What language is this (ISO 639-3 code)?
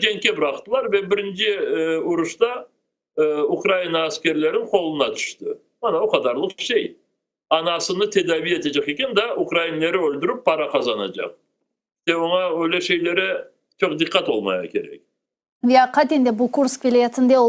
crh